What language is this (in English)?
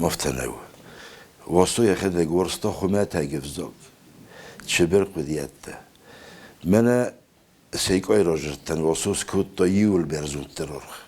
Ossetic